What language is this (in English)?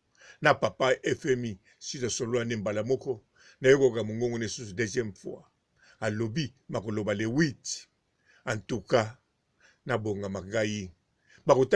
Lingala